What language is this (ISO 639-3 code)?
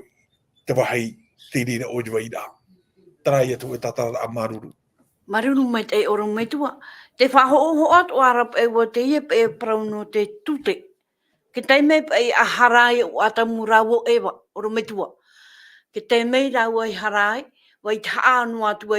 tah